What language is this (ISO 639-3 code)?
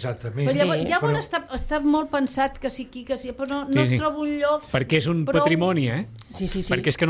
cat